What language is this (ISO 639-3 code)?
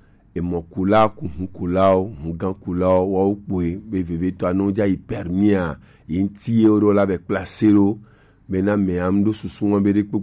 gej